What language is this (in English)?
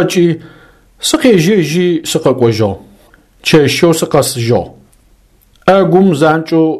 Adyghe